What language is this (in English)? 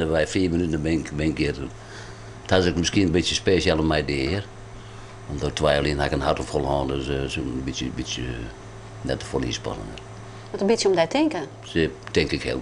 Western Frisian